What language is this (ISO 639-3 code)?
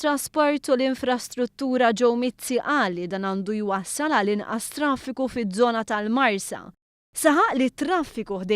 mlt